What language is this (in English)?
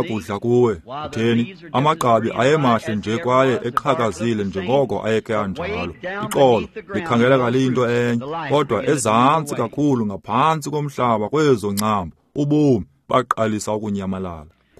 Xhosa